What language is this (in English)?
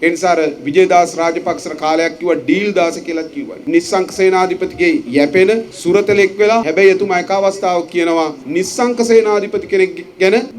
Sinhala